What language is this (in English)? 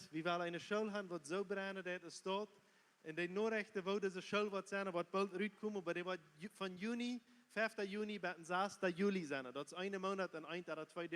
Plautdietsch